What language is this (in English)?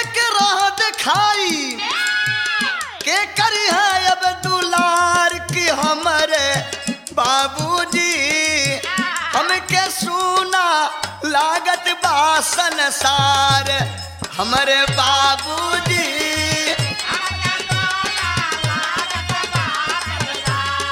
Bhojpuri